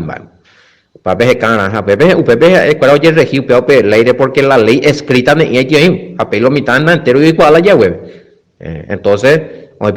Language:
Guarani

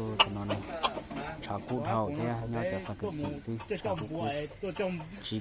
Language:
Hmong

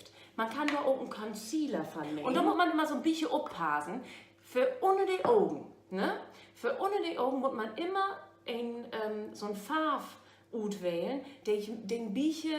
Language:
Low German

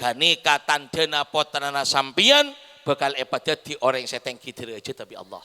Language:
Madurese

